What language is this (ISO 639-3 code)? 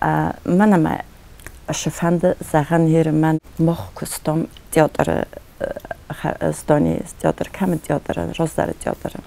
oss